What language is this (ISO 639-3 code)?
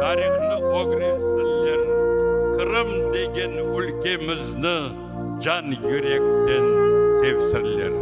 crh